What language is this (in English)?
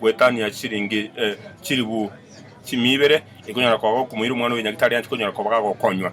Gusii